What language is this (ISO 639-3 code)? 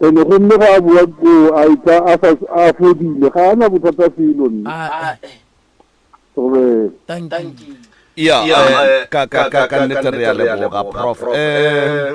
nso